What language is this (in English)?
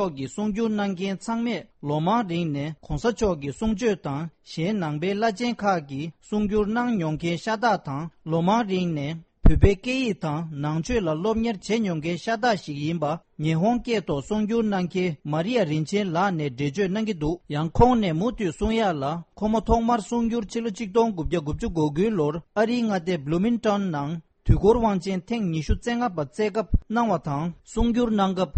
Tibetan